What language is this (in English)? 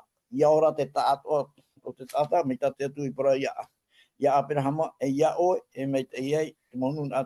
Tahitian